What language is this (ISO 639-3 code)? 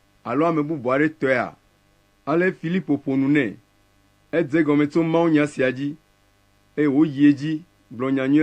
ewe